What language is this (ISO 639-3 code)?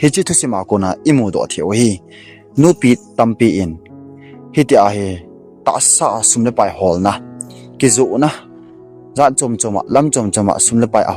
tcz